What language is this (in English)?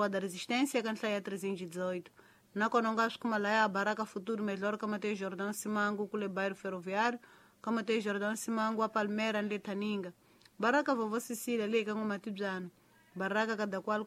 Tsonga